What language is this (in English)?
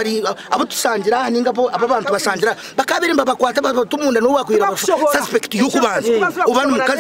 Nyankole